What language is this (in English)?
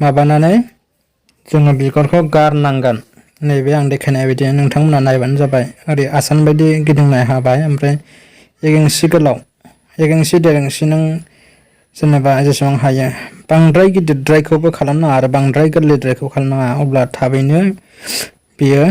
Bodo